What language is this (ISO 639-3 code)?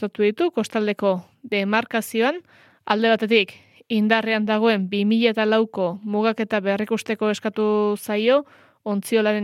eus